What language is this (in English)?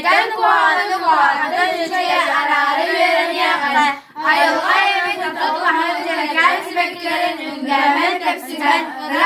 Yakut